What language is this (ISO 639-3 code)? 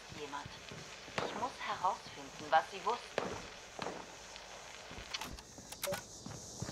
deu